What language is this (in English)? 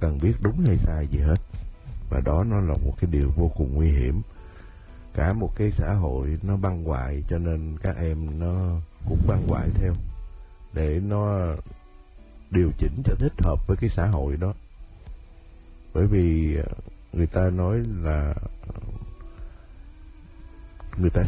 Vietnamese